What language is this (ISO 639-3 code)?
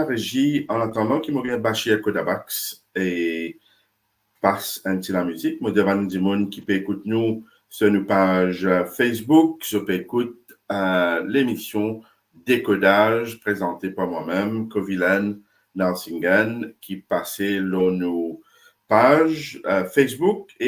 mfe